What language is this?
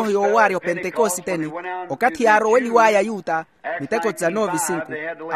Makhuwa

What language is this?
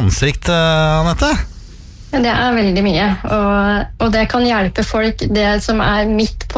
Norwegian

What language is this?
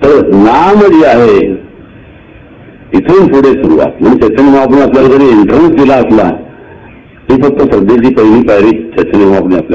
Marathi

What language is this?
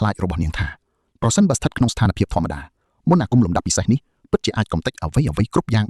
Khmer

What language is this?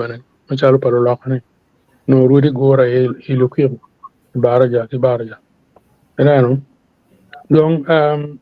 Acoli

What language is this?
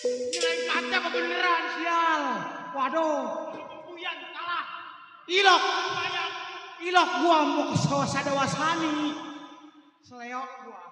Betawi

